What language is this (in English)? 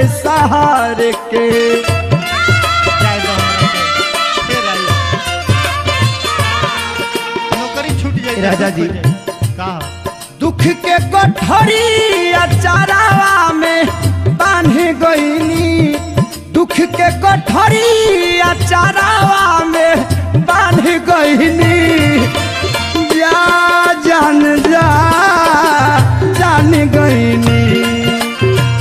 Bhojpuri